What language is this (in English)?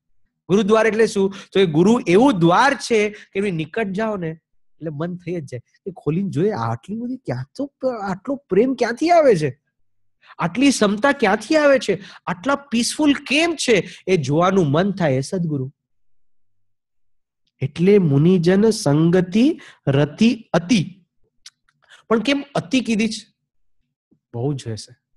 Gujarati